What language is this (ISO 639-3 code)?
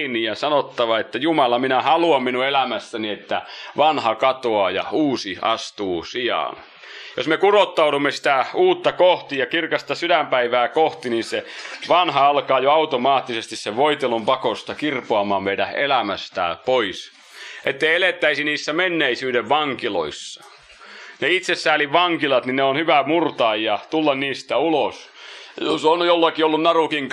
fin